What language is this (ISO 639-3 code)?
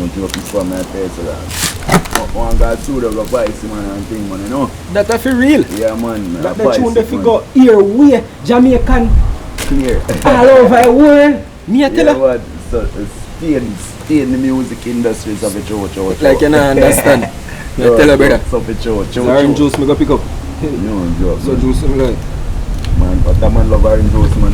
jam